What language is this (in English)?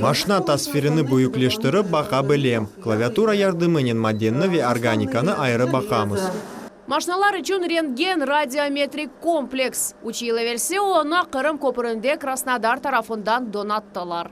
Crimean Tatar